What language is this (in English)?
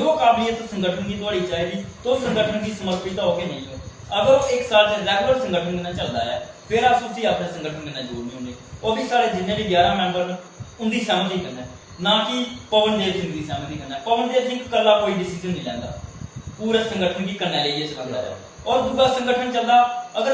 Dogri